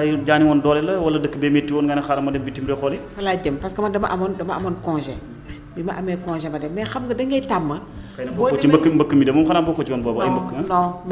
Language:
Wolof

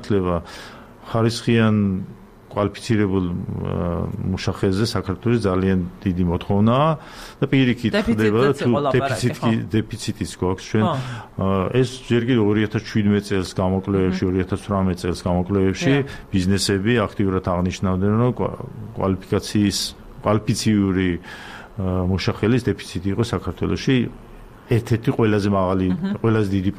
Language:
Georgian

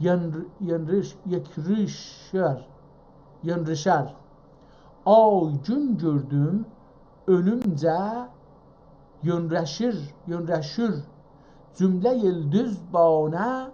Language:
South Azerbaijani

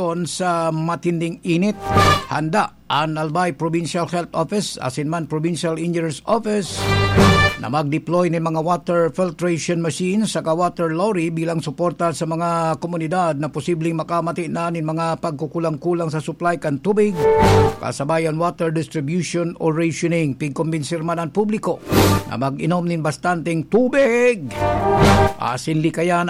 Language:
Bikol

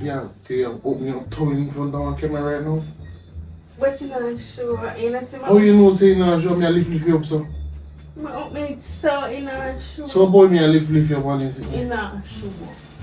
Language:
Jamaican Creole English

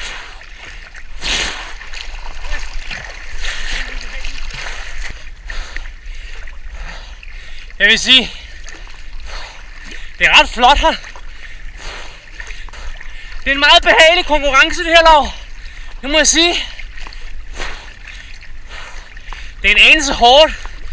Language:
Danish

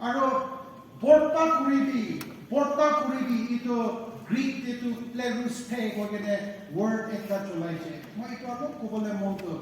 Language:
Naga Pidgin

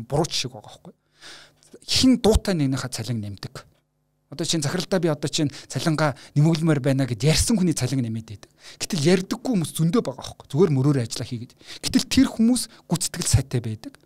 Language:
Mongolian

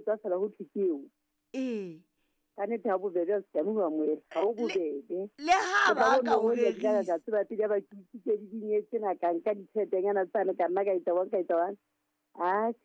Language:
Southern Sotho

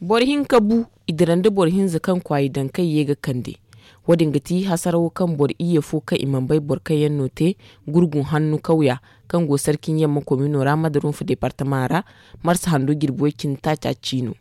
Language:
Zarma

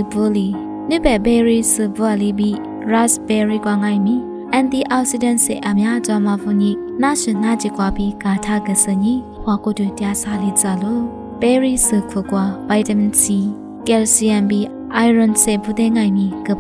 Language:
Lisu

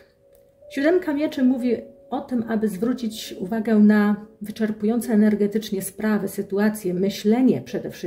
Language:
Polish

